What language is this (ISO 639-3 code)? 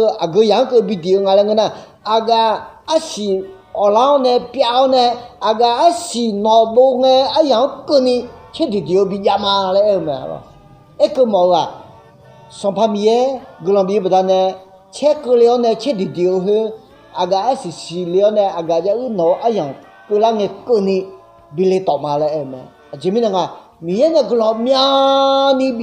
ahk